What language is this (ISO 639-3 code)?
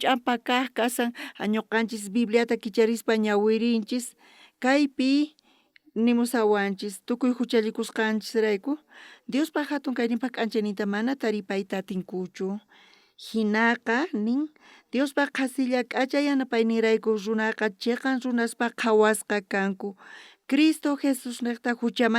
quh